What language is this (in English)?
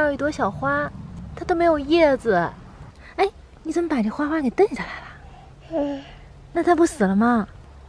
Chinese